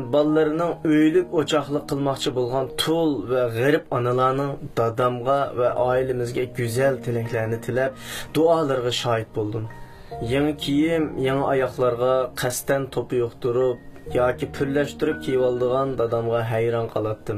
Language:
Uyghur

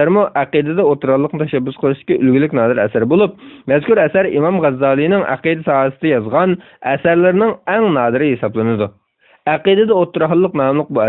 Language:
Uyghur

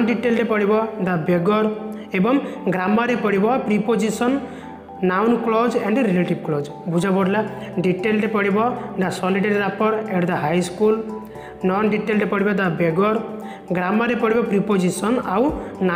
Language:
Odia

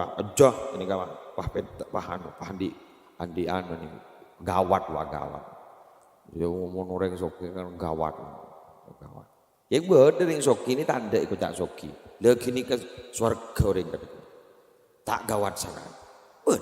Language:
Madurese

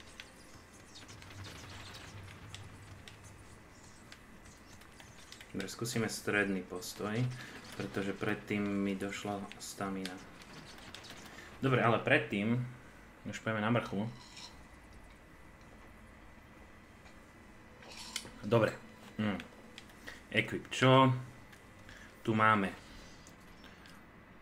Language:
Slovak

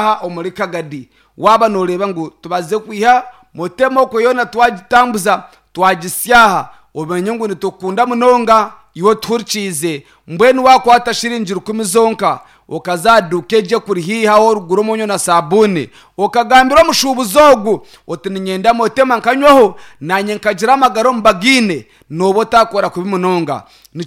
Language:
Nyankole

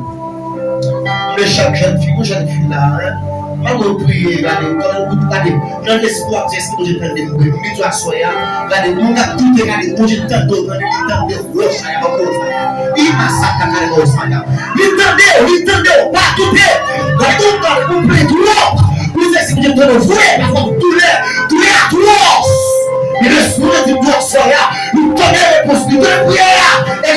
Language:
Haitian Creole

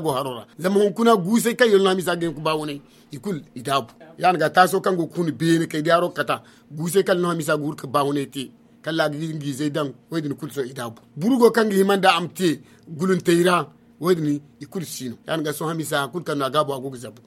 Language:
Zarma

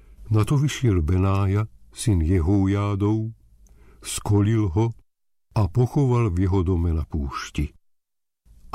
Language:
Slovak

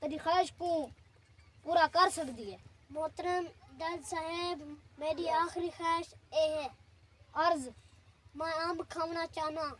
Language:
Saraiki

